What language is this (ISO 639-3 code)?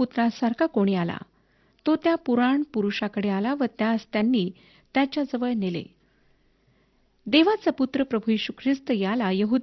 mar